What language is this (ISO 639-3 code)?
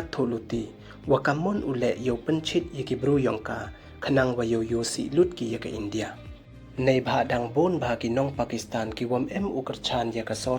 pbv